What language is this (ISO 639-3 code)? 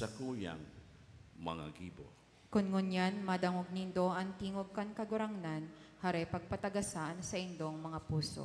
bik